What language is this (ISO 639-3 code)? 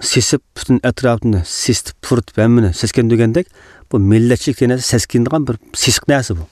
uig